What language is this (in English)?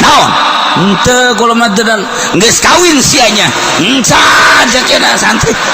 Sundanese